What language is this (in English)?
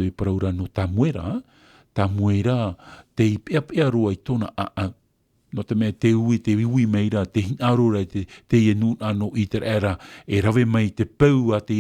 Tahitian